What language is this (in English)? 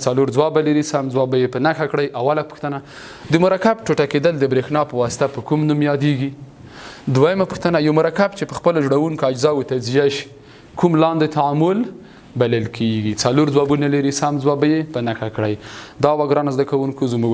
Pashto